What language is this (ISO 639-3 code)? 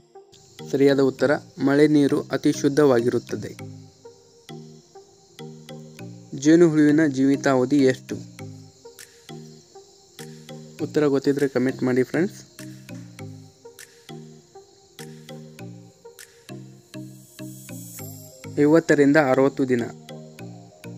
kan